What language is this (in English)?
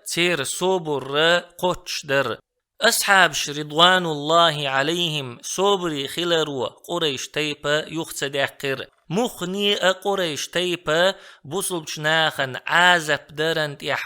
Chechen